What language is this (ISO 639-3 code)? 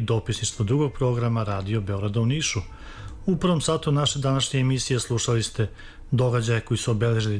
srp